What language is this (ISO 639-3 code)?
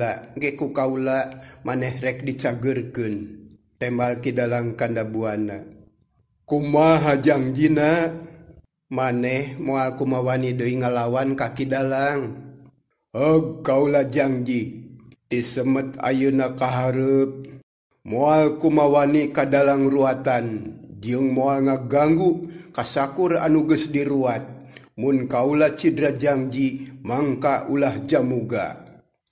sun